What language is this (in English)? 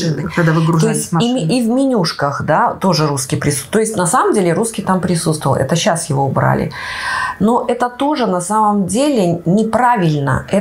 Russian